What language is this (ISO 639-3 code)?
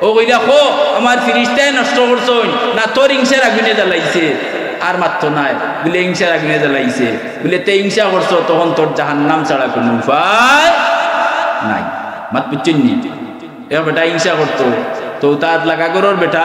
syl